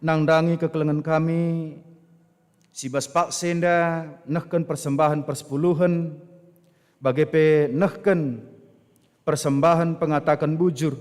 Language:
Batak Karo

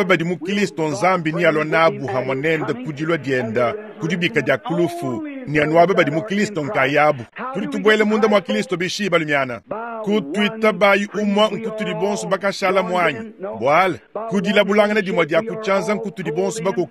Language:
Luba-Lulua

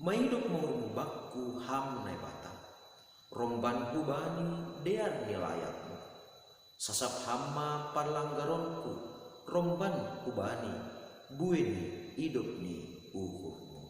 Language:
Batak Simalungun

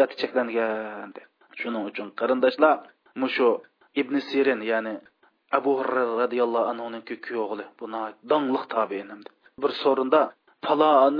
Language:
Uyghur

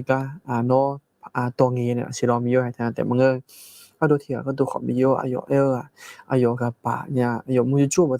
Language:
Akha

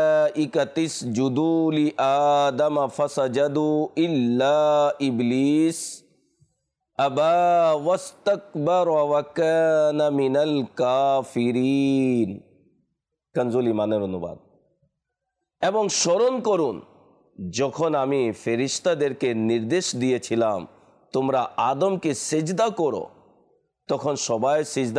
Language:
Bangla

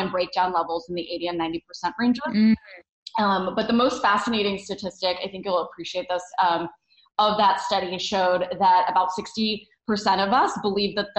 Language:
English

